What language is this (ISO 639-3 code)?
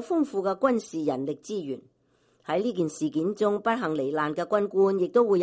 yue